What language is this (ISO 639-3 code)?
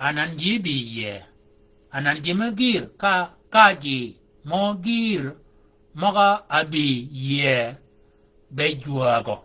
shk